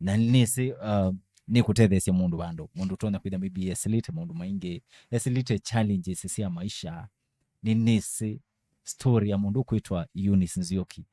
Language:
Kamba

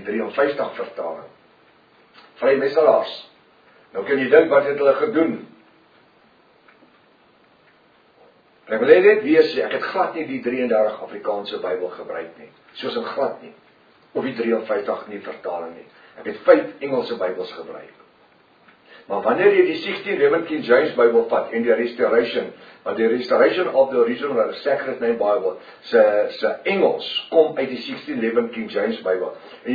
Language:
Afrikaans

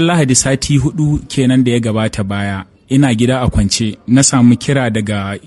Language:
Hausa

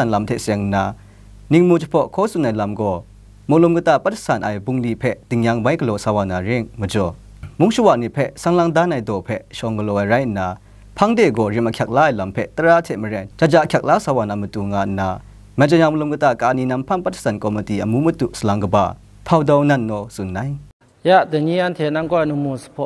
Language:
Kachin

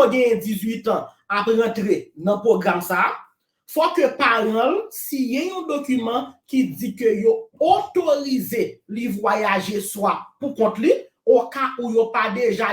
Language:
Haitian Creole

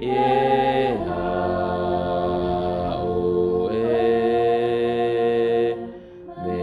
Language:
Tongan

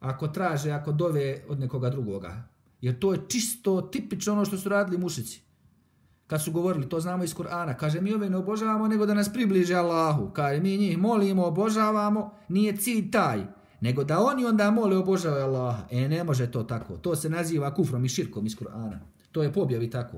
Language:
Bosnian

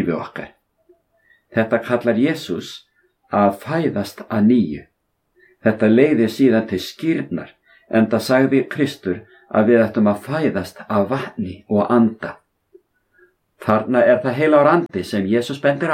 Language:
Icelandic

